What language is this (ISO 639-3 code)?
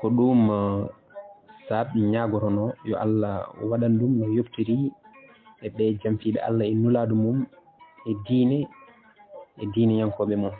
ful